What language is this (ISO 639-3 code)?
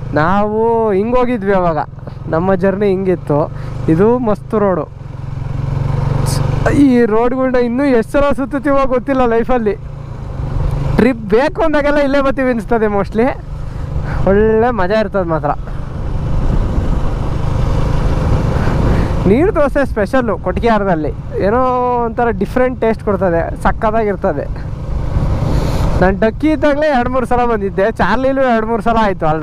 kan